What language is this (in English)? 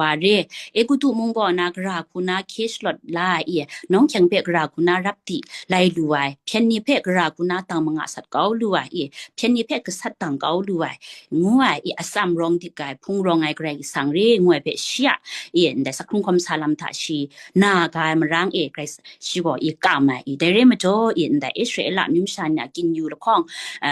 Kachin